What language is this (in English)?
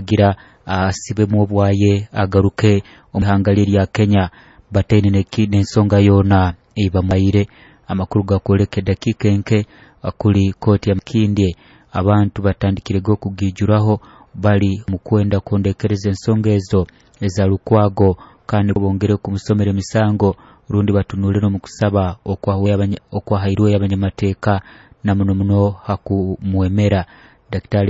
Nyoro